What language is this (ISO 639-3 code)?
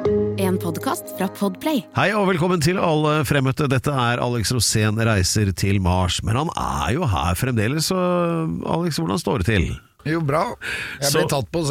nor